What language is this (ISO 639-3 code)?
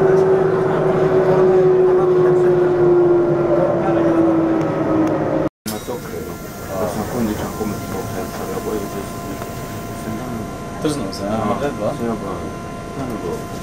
swe